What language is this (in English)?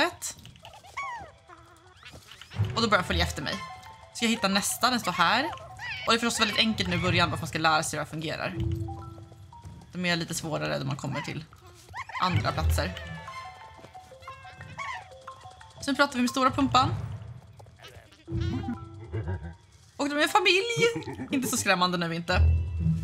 Swedish